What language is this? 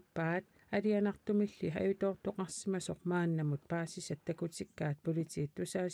Kalaallisut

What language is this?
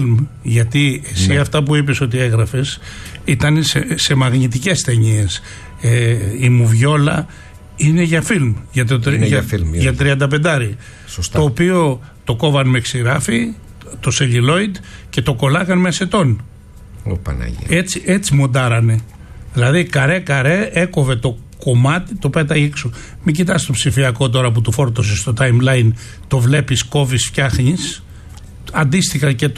Greek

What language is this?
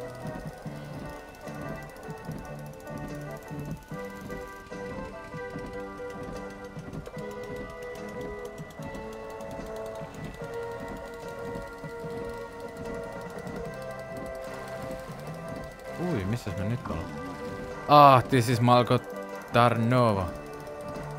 Finnish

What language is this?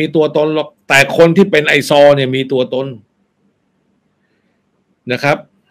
Thai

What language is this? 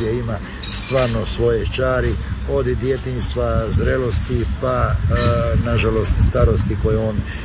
Croatian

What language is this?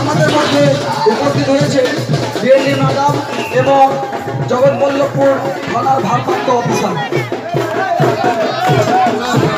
Bangla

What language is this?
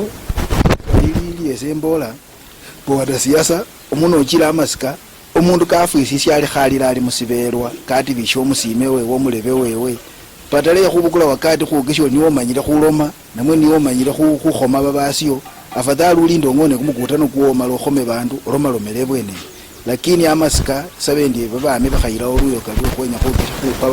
Luyia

